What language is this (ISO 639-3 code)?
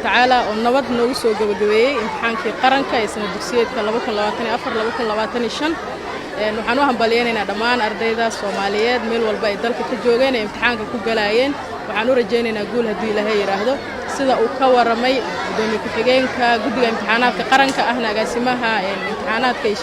som